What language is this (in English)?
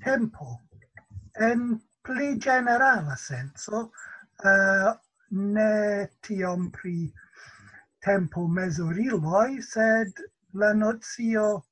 Esperanto